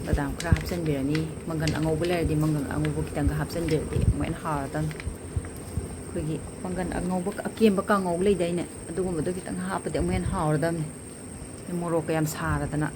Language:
Manipuri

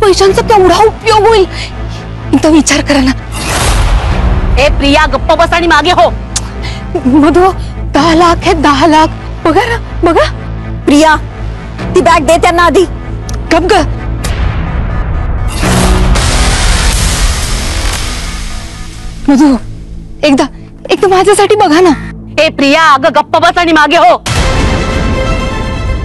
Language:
Marathi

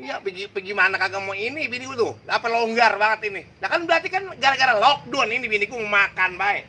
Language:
Betawi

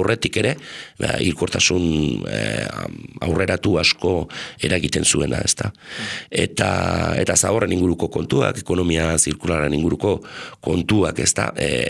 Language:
Basque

